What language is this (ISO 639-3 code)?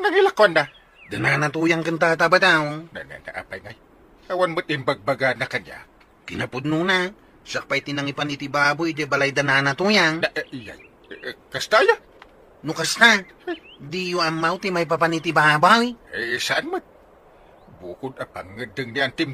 ilo